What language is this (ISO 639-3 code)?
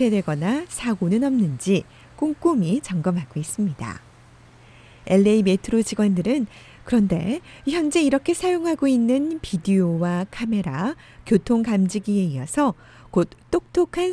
kor